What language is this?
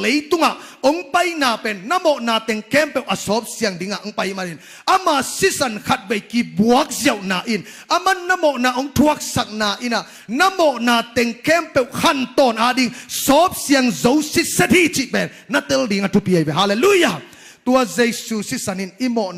Tedim Chin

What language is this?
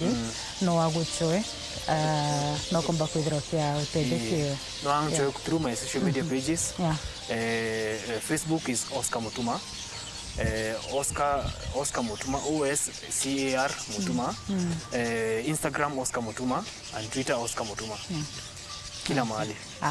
Meru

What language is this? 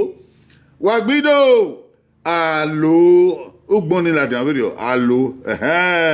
Bini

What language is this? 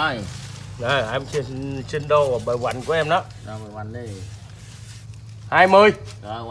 Vietnamese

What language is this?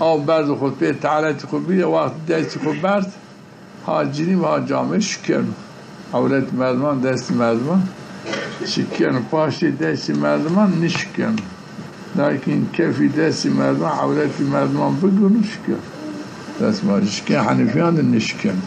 Zaza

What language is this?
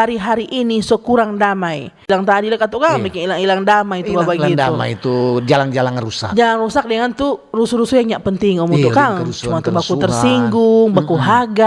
Manado Malay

